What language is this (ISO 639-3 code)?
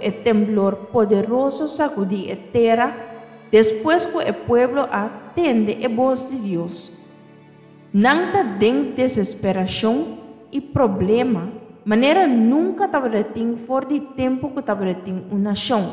pap